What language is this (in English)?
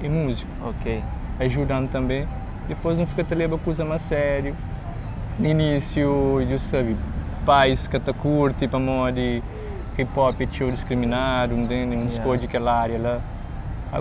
Kabuverdianu